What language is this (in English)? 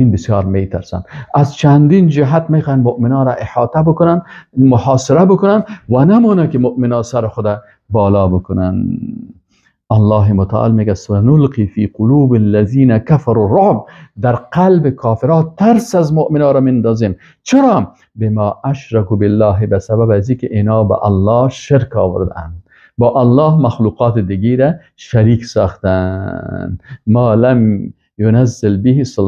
Persian